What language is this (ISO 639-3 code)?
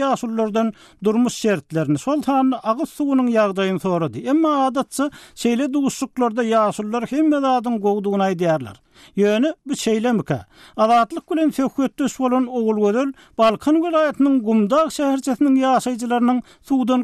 tuk